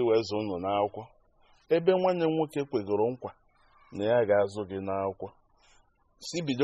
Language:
Igbo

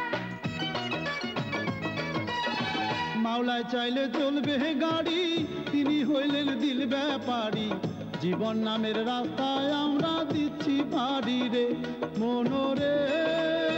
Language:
Bangla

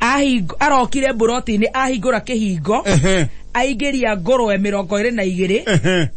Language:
Kikuyu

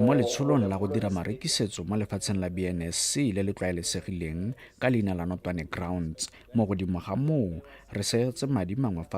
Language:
Tswana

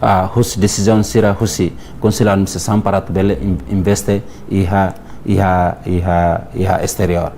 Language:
Tetum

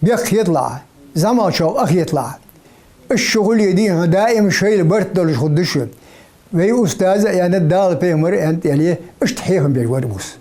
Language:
Ingush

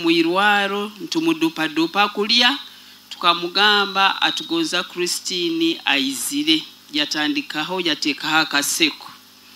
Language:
Nyoro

